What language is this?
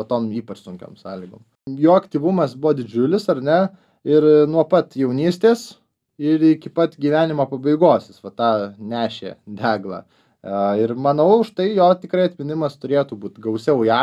Lithuanian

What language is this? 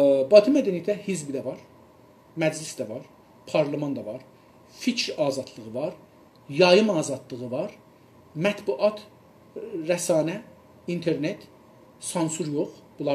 South Azerbaijani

